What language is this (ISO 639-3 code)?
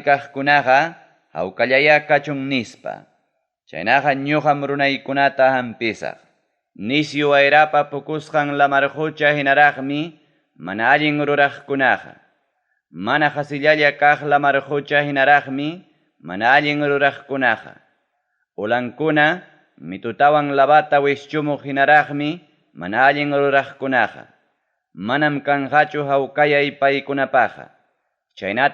quy